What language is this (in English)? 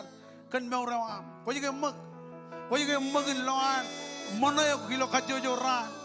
Marshallese